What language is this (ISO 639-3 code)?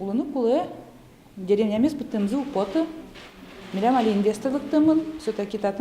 udm